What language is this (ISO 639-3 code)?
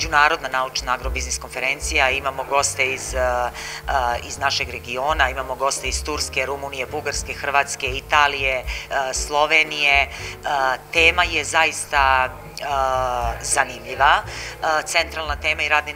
srp